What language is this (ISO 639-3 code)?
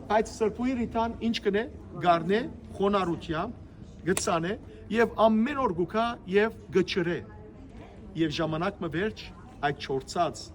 hyw